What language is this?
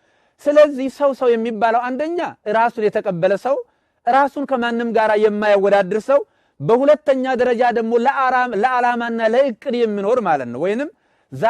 Amharic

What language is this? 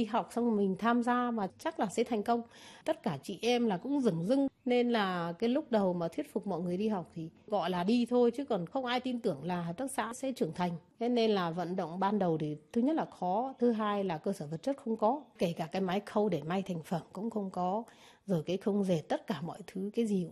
Vietnamese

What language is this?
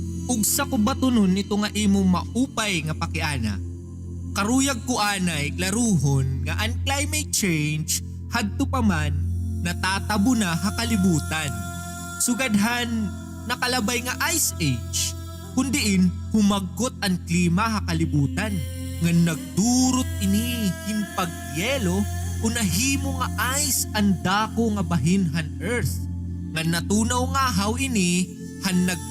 Waray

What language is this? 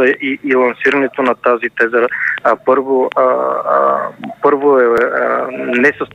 Bulgarian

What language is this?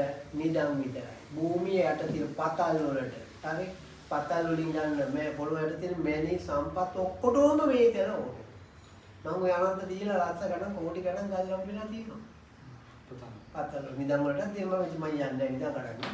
Sinhala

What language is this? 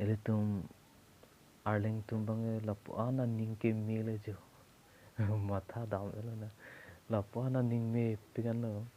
Karbi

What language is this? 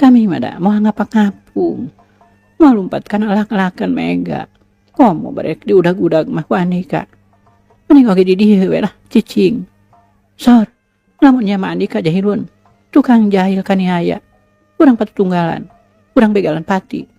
Sundanese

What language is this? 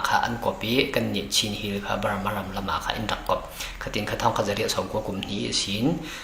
Falam Chin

